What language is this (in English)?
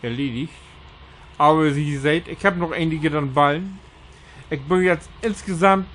Low German